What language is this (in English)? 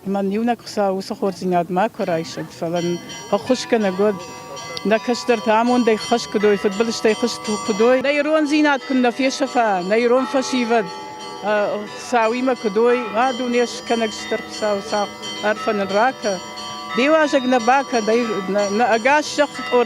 Ossetic